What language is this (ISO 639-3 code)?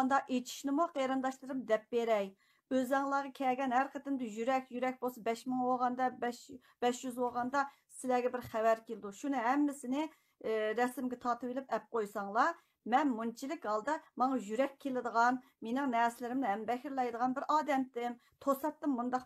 uig